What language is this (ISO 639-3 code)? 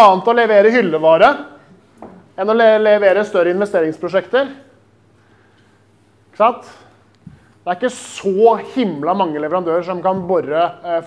nor